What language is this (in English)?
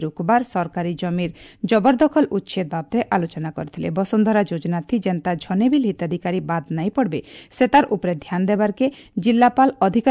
Odia